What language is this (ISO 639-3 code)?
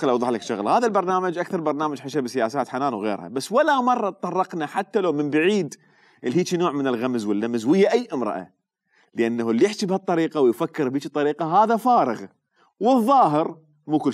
acm